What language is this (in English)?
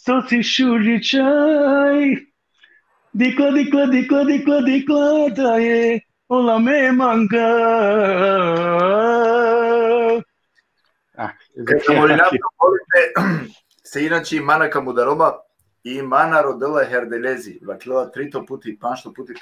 Balkan Romani